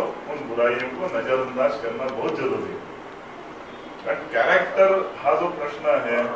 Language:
Marathi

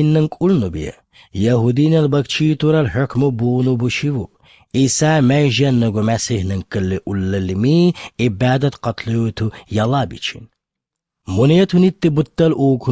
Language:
Albanian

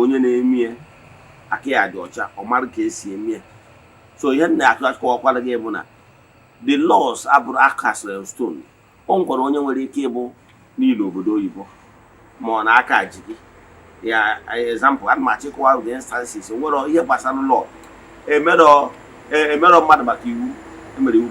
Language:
Igbo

